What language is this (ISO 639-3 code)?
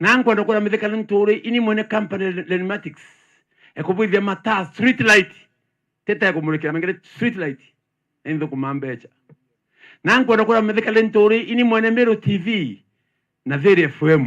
mer